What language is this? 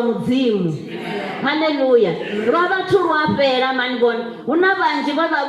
Venda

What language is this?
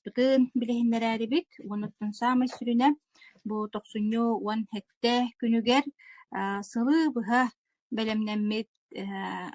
Yakut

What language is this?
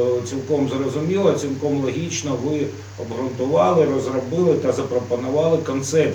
Ukrainian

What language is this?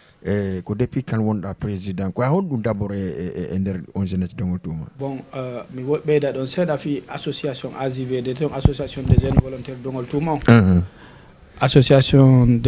Fula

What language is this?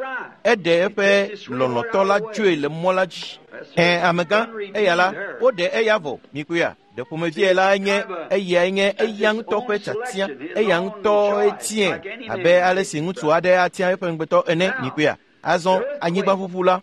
Ewe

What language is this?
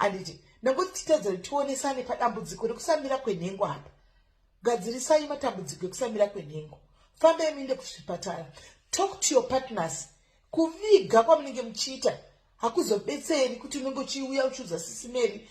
Shona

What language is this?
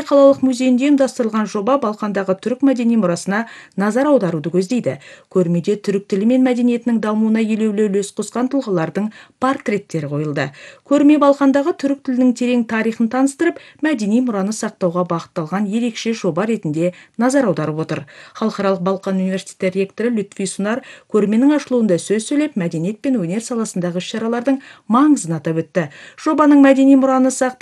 Kazakh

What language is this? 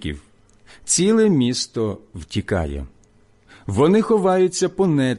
Ukrainian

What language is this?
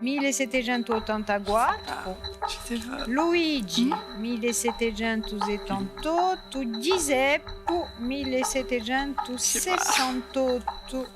Corsican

